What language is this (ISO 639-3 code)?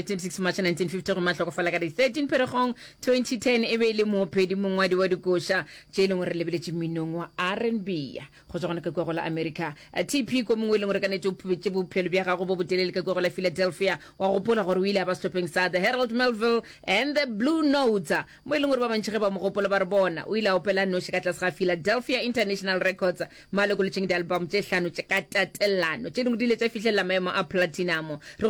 nso